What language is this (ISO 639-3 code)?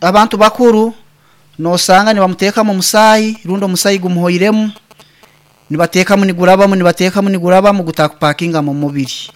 nyn